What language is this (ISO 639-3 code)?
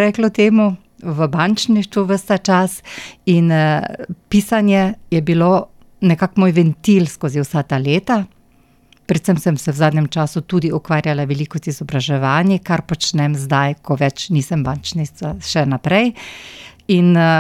slv